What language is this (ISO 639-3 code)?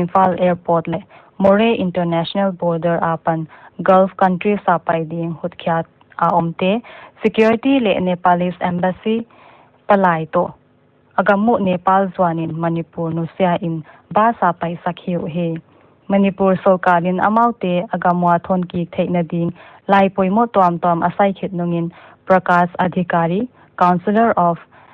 pck